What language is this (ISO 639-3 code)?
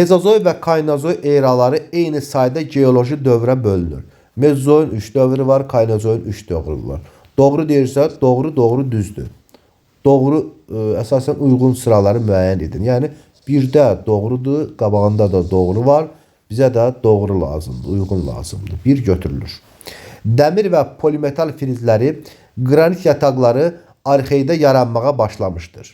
aze